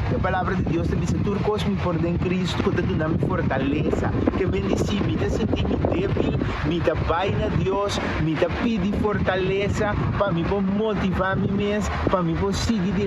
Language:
Papiamento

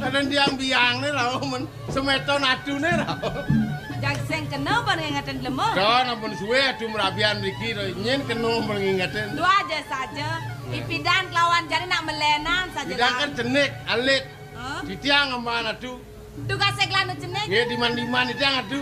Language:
Balinese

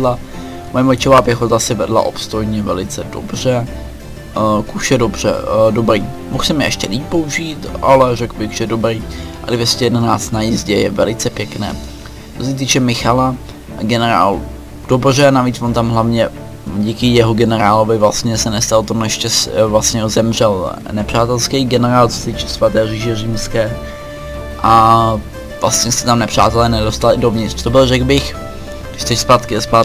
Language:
Czech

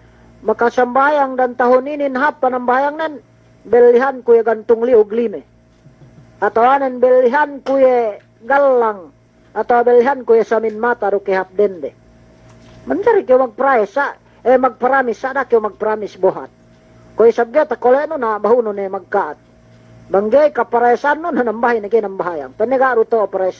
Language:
Yakan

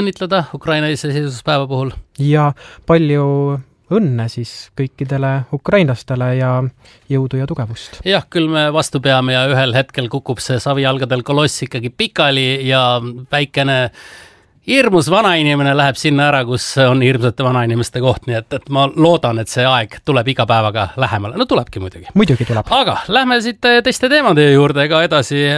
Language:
Estonian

